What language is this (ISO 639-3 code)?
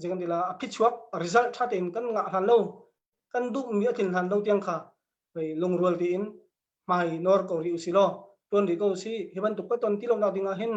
cnh